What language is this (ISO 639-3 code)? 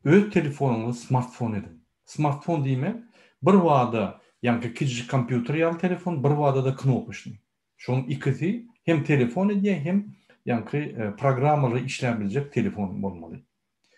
tuk